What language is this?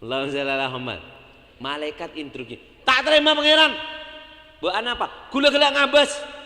Madurese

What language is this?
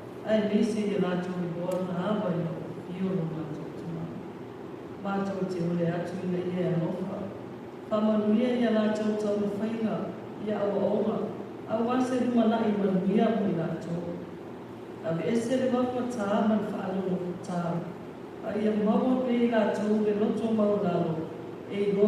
Samoan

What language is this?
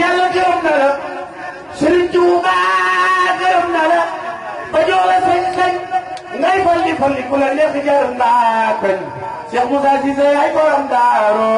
Wolof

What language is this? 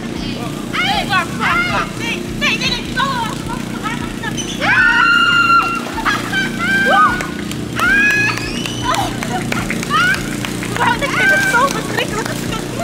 Dutch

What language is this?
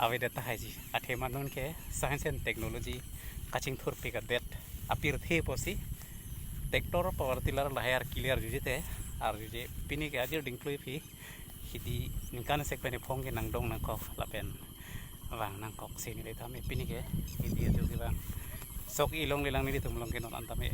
Karbi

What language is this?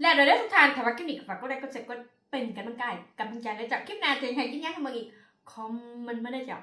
Northeastern Thai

